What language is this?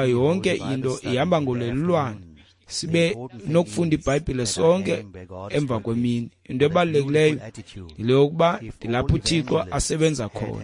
Xhosa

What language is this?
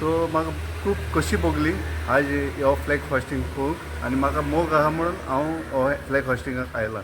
Konkani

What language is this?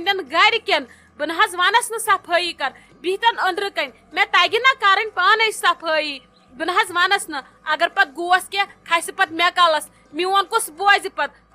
Kashmiri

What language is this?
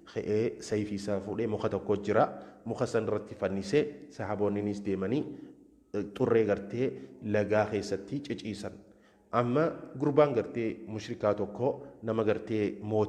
Oromo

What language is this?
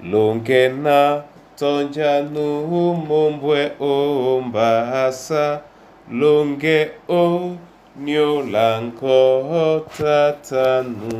Duala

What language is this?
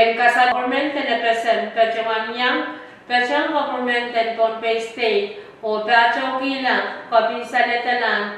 Pohnpeian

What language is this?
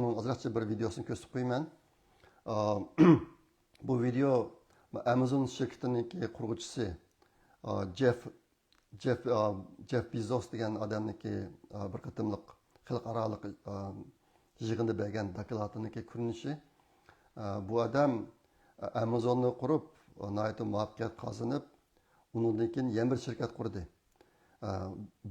Uyghur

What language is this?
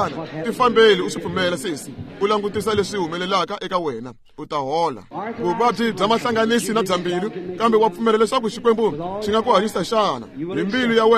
Tsonga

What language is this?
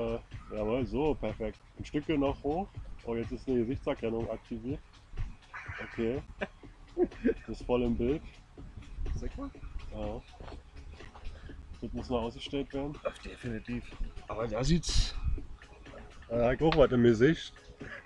German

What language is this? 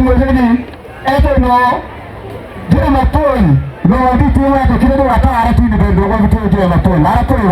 Acoli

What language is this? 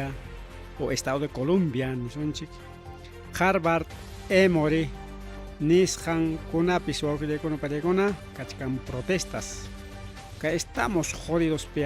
Ayacucho Quechua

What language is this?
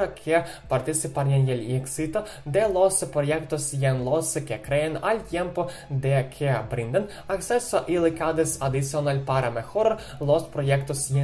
Spanish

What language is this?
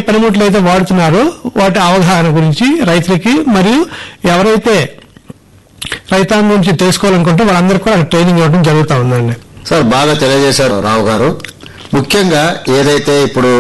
Telugu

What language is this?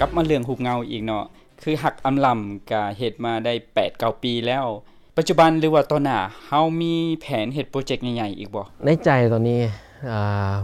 Lao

